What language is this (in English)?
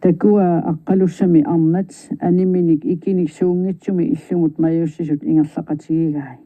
Kalaallisut